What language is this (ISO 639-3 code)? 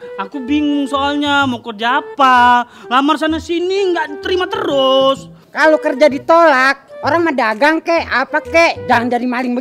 bew